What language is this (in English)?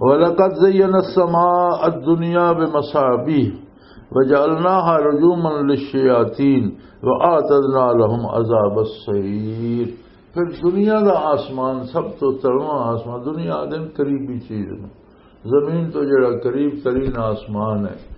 Western Panjabi